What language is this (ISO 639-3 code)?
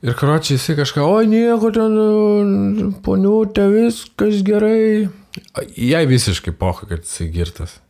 lit